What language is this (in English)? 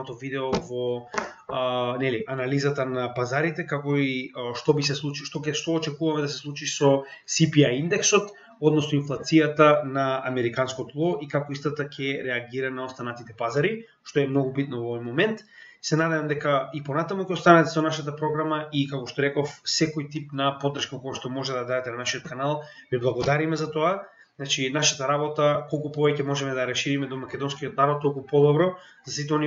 Macedonian